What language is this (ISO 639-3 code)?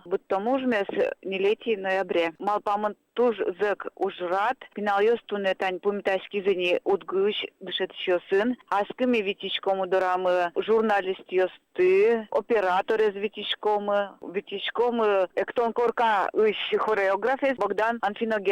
udm